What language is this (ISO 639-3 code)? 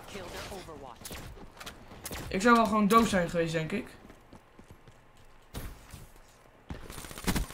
nld